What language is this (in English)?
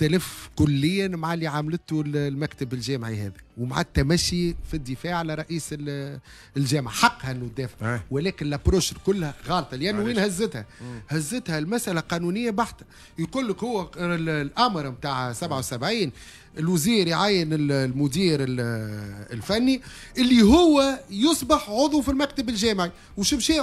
Tunisian Arabic